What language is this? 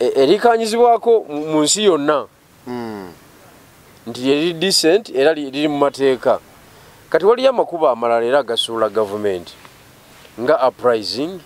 Ganda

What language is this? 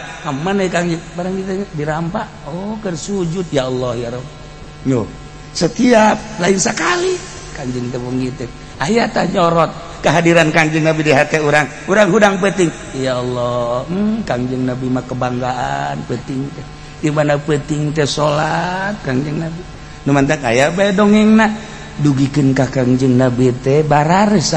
Sundanese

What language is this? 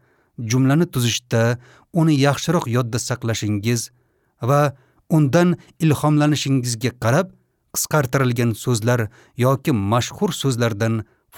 Uzbek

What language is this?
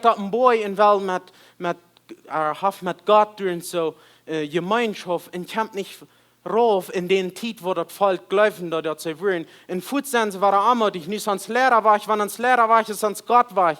Plautdietsch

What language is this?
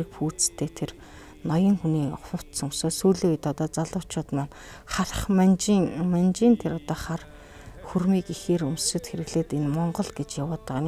Mongolian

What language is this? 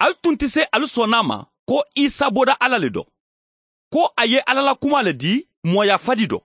Mandingo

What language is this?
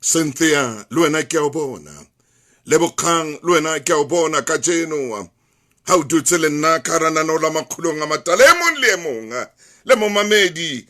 Southern Sotho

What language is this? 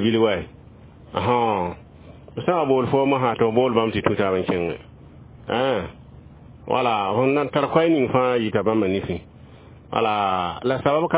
Mossi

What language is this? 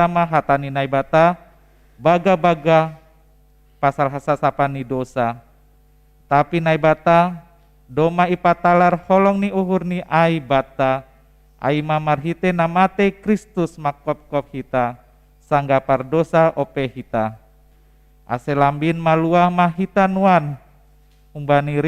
Batak Simalungun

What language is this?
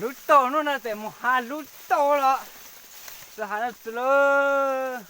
Hmong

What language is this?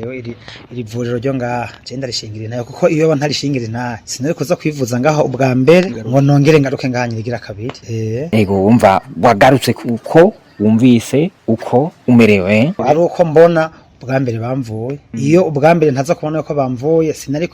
Rundi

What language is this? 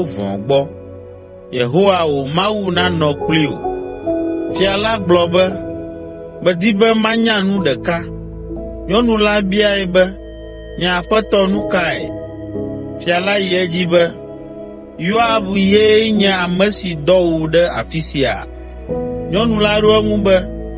Ewe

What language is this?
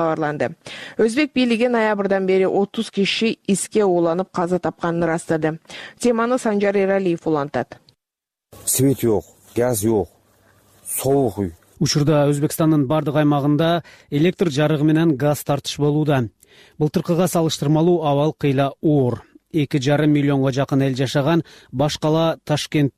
Kyrgyz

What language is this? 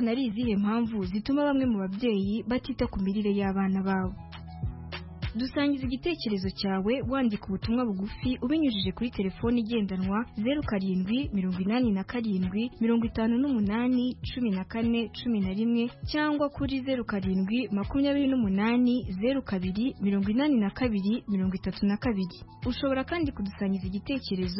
Kinyarwanda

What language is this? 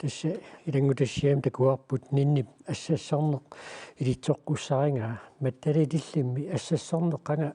Kalaallisut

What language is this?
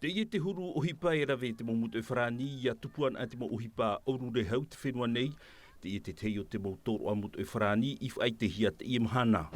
Tahitian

